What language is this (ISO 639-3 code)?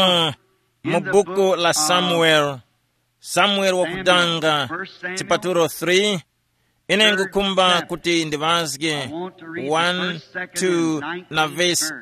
tum